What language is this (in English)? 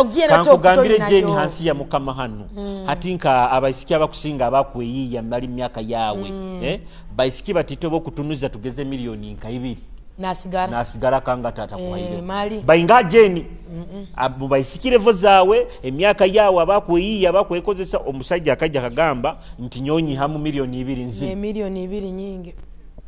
Nyoro